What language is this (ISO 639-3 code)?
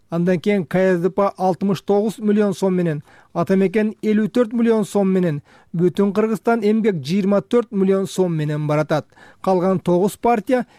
kir